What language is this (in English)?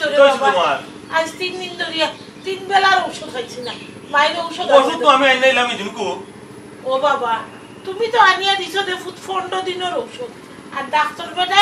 Sylheti